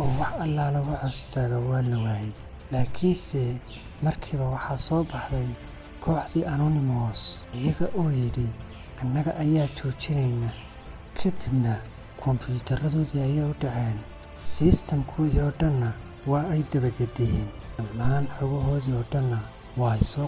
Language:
Somali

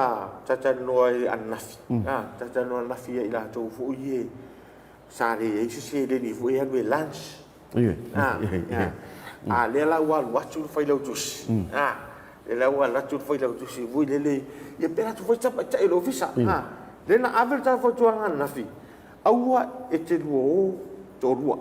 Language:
Samoan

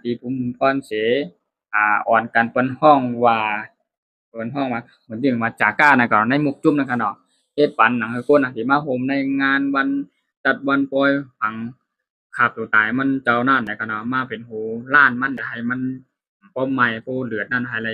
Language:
Shan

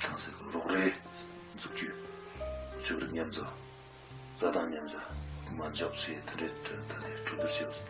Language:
Tibetan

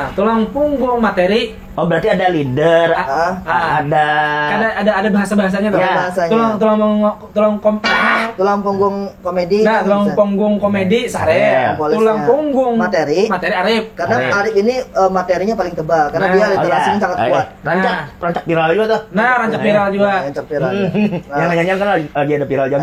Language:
Banjar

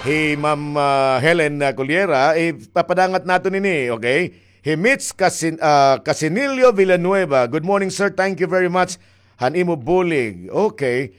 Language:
Waray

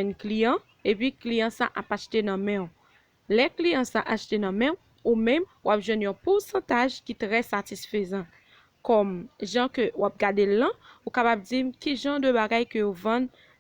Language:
Haitian Creole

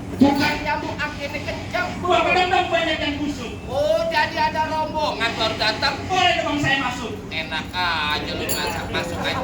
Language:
Betawi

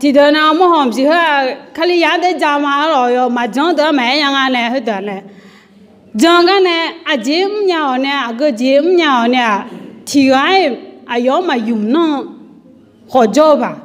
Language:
Akha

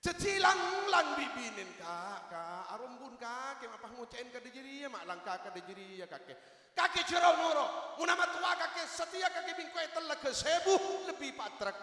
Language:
Madurese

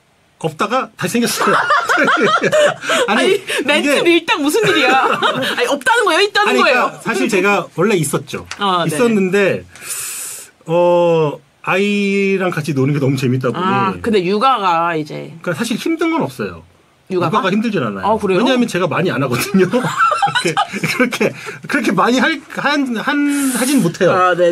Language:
Korean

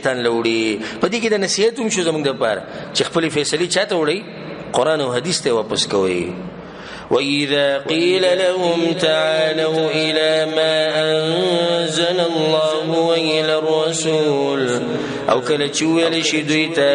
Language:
Pashto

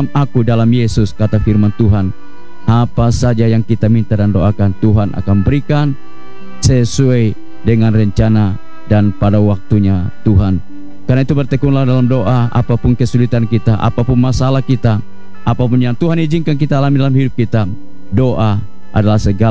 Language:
Indonesian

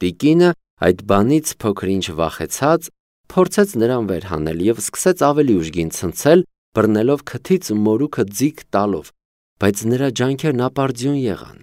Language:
Armenian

